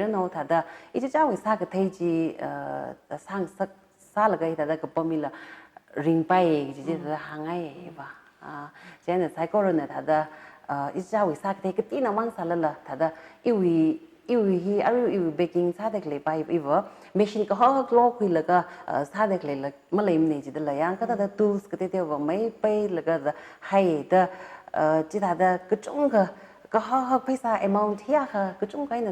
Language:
Tangkhul Naga (India)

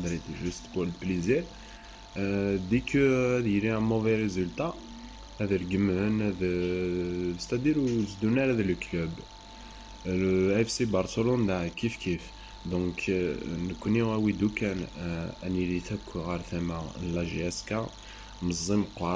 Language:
Kabyle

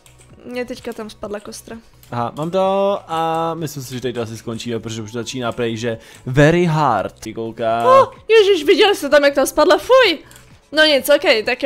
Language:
Czech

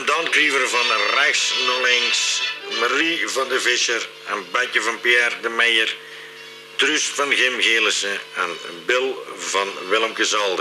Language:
Limburgish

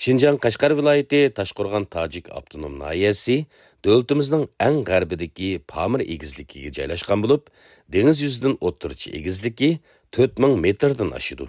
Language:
Uyghur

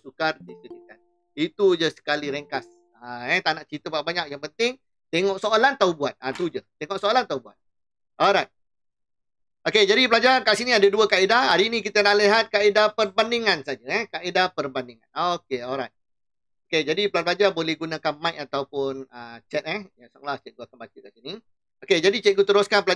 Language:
Malay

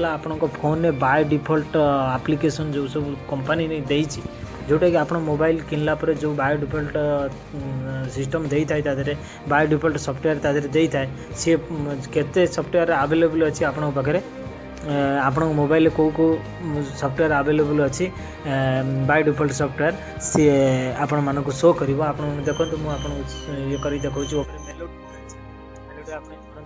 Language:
Odia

